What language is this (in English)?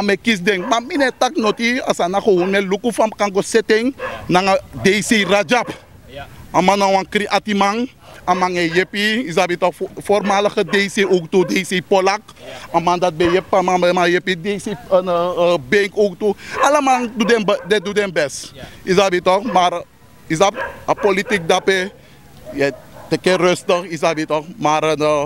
Sranan Tongo